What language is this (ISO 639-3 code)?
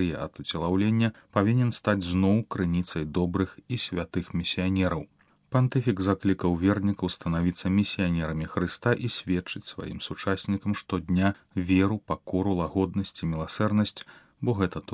bel